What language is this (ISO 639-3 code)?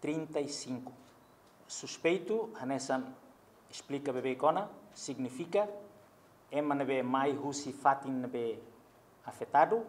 tet